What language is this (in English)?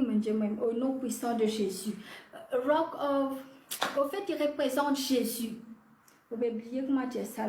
Morisyen